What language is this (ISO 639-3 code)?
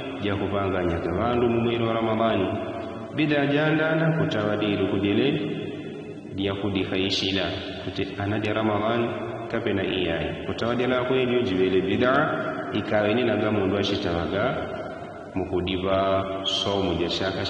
yao